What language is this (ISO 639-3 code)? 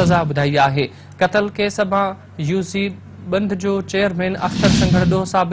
snd